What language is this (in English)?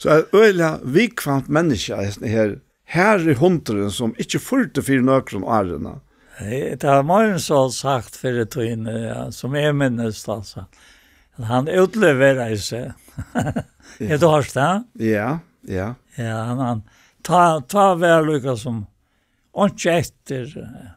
Faroese